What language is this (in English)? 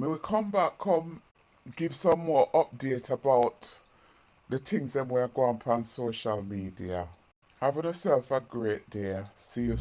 Jamaican Creole English